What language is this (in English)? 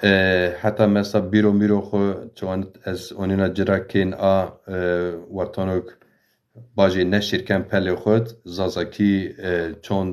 Zaza